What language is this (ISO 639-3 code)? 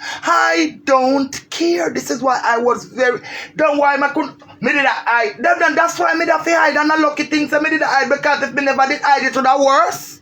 jam